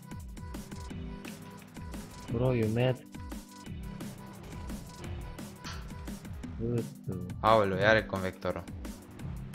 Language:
Romanian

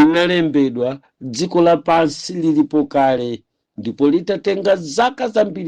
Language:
Nyanja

